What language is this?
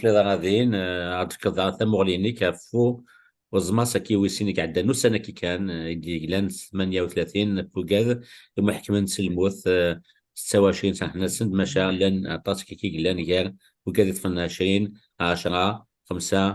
Kabyle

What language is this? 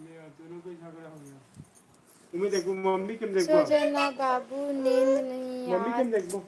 Chhattisgarhi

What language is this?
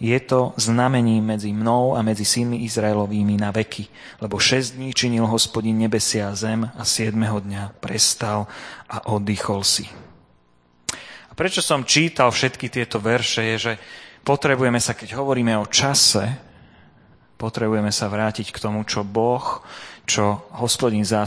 Slovak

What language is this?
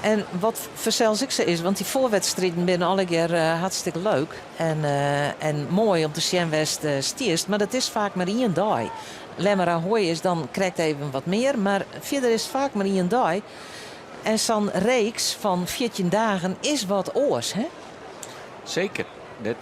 Western Frisian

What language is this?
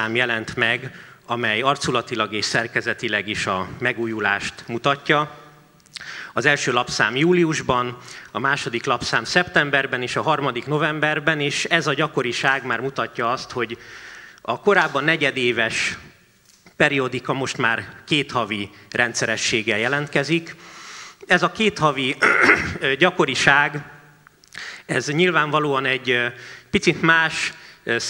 Hungarian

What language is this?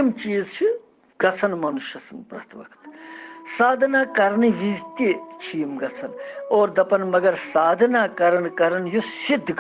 Kashmiri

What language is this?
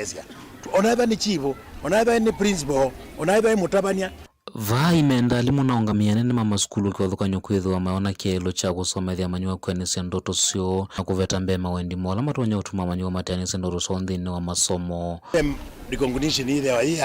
Kamba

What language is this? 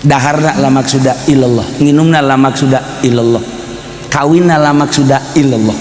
Sundanese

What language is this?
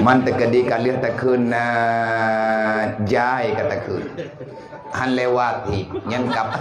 Achinese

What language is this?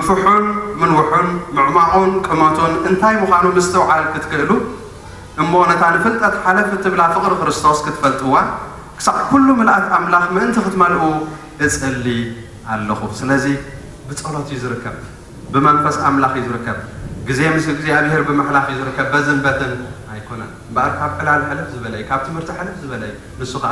Tigrinya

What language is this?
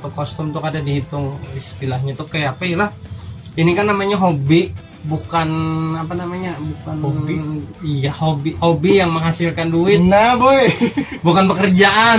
Banjar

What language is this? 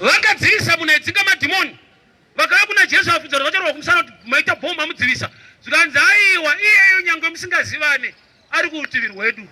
Shona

